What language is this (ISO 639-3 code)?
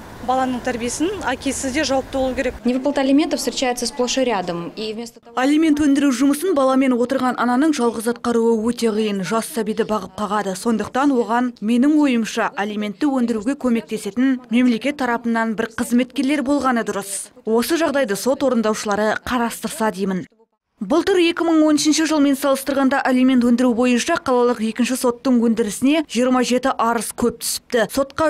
kaz